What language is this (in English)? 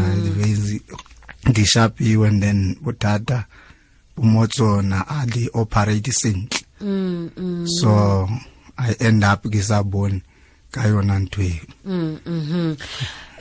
Tswana